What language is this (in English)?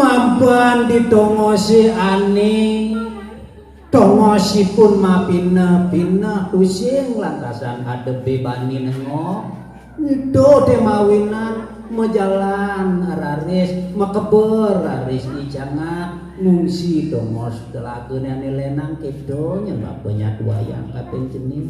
Balinese